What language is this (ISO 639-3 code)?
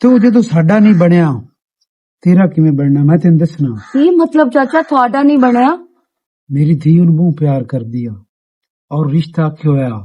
lah